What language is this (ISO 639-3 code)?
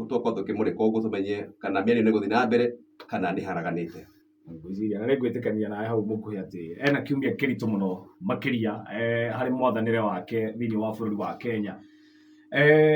kik